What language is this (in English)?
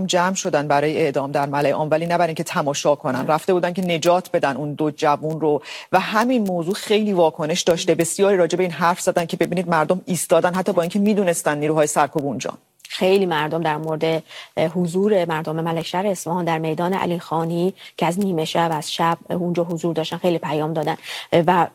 Persian